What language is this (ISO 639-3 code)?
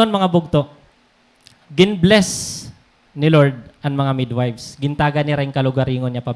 war